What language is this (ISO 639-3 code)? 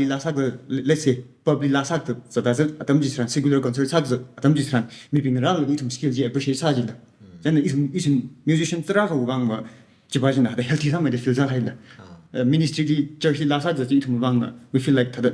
nmf